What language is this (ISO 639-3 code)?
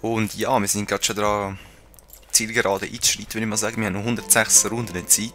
gsw